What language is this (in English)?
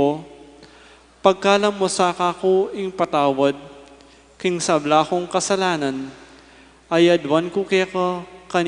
Pampanga